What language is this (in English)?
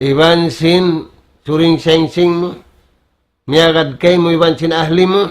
Tausug